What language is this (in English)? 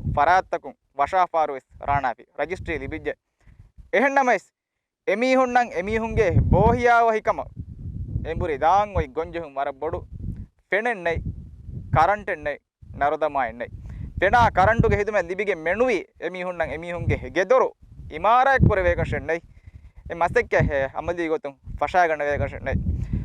Divehi